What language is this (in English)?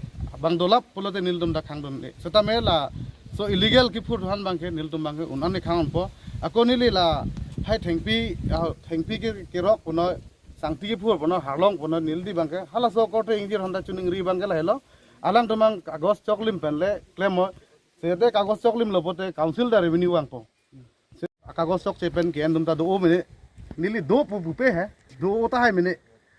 Karbi